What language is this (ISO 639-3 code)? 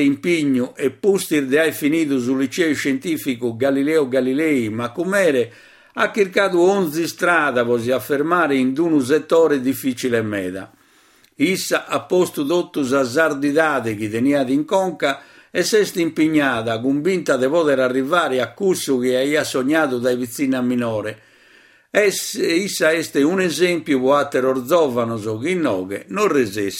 srd